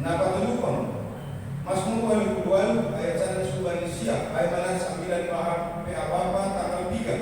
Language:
Batak Simalungun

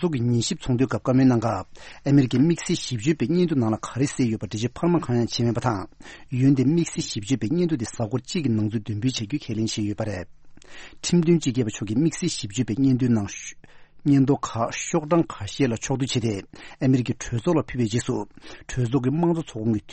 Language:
Tibetan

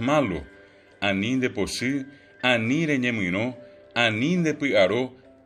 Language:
Guarani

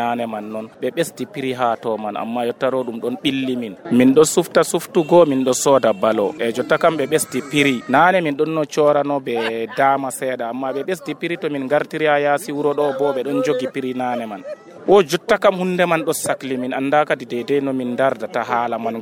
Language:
Nigerian Fulfulde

